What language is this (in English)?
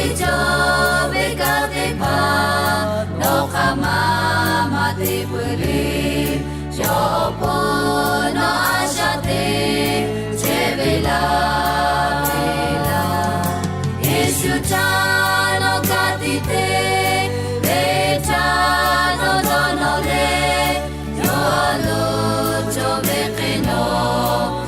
Lahu